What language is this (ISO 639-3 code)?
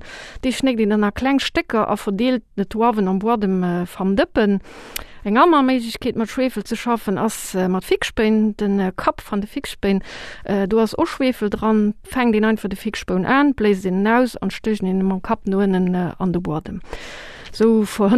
ltz